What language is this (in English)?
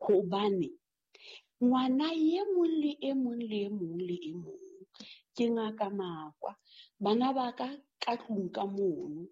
Southern Sotho